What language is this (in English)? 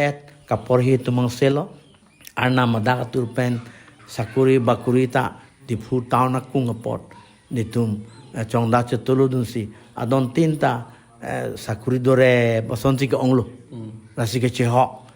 Karbi